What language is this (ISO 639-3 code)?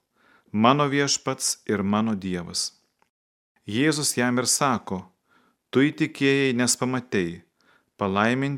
lit